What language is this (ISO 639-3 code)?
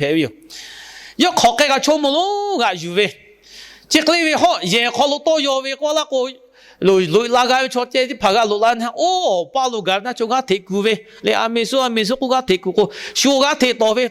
lhu